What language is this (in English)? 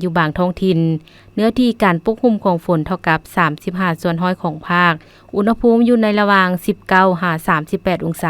Lao